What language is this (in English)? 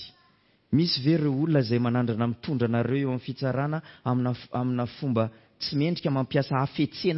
Malagasy